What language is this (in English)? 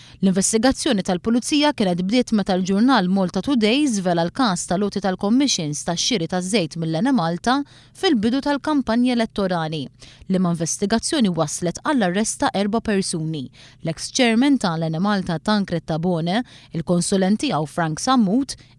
Maltese